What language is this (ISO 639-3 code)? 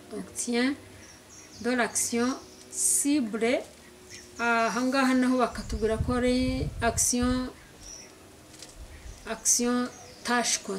kin